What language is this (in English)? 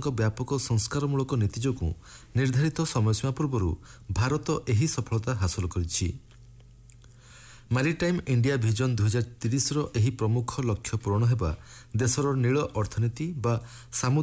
Odia